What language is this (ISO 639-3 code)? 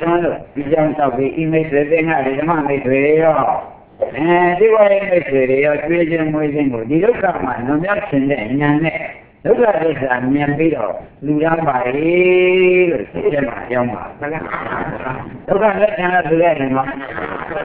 mya